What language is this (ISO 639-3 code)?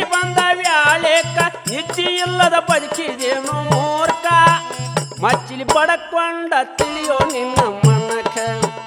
kan